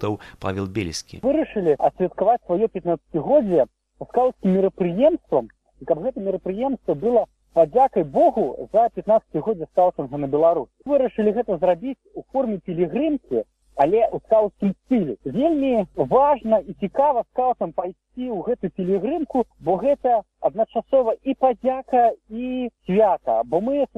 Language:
Belarusian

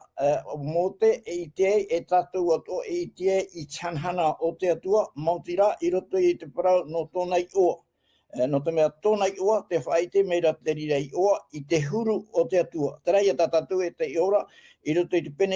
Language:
Tahitian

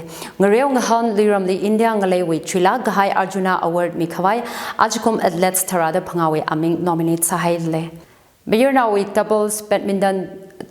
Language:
Tangkhul Naga (India)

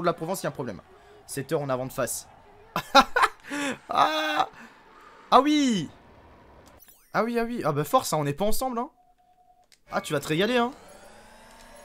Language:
French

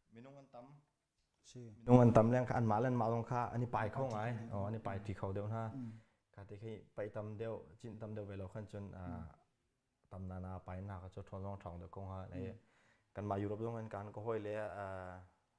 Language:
Hakha Chin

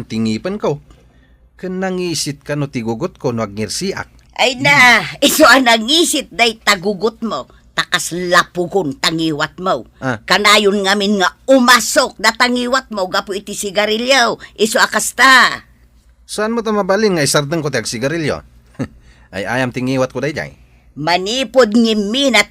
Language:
Iloko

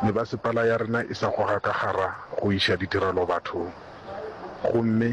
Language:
Northern Sotho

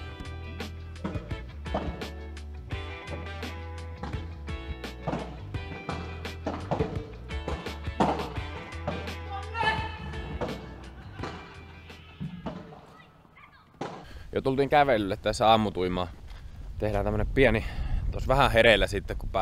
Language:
Finnish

